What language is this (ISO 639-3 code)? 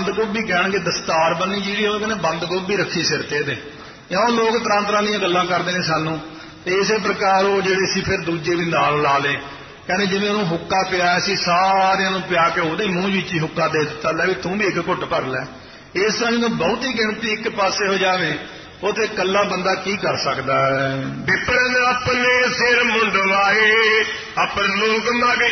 pan